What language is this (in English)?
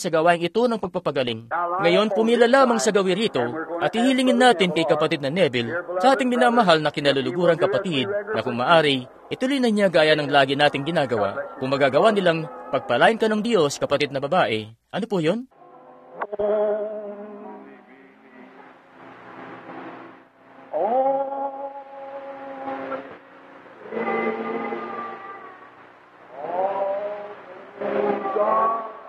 Filipino